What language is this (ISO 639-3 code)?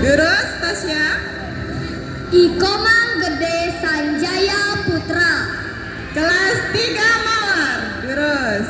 ban